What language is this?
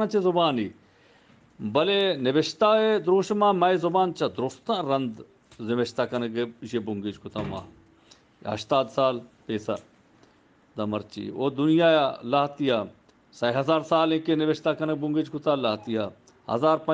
Eastern Balochi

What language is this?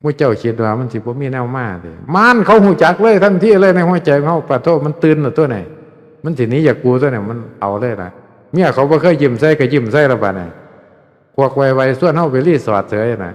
Northeastern Thai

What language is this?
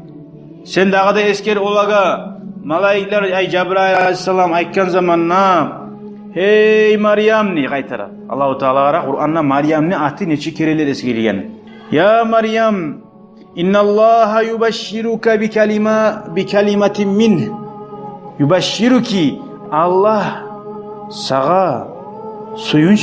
Kumyk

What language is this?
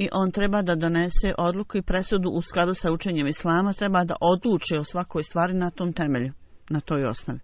Bosnian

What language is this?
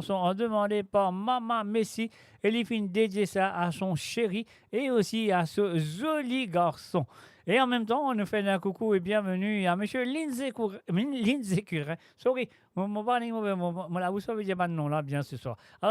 Morisyen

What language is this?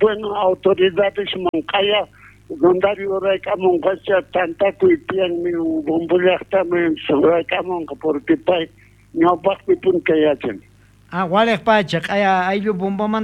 South Bolivian Quechua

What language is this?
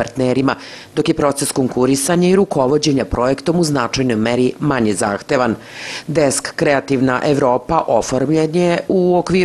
Serbian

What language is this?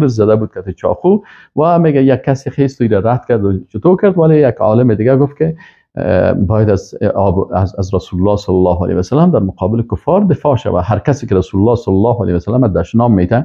Persian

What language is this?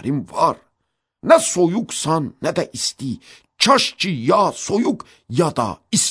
Azerbaijani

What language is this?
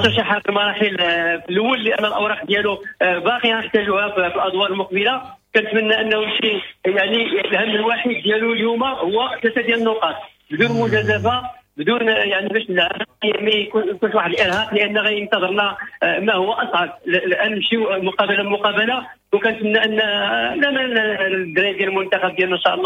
Moroccan Arabic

